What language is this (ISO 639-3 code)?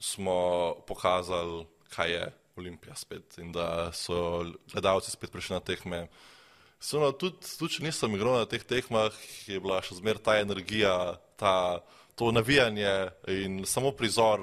slv